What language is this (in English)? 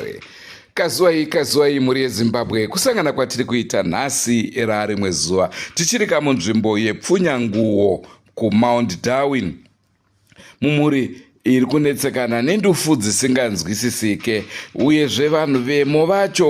Shona